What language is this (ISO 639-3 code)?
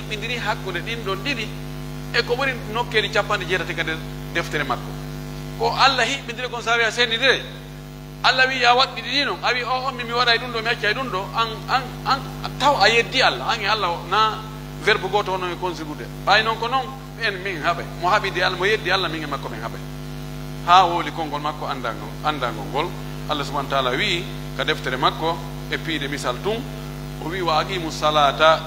fuf